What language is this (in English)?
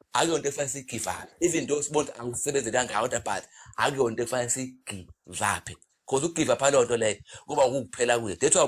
Zulu